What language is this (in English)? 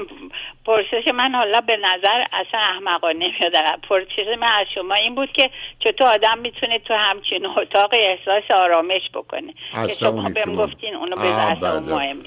Persian